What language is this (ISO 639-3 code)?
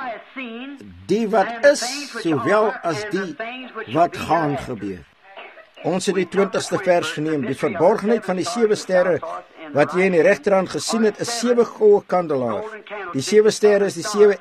afr